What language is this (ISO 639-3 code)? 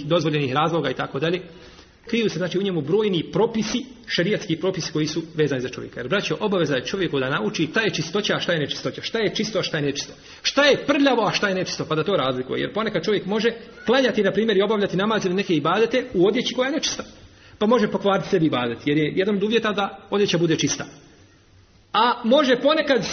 bos